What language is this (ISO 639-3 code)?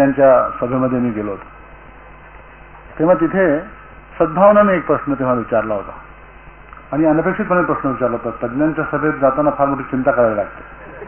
mar